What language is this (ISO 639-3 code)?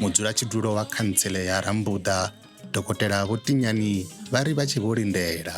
ven